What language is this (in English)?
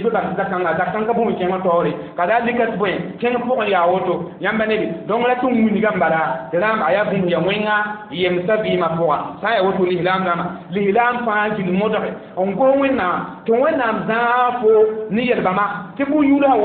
Mossi